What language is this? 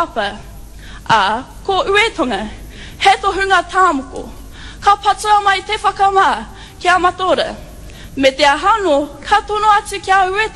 Māori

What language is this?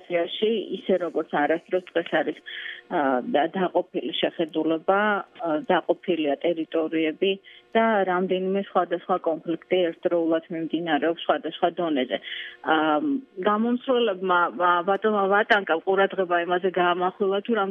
Georgian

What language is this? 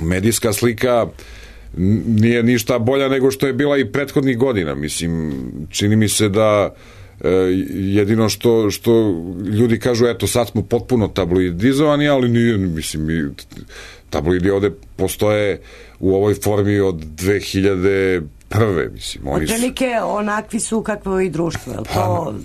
Serbian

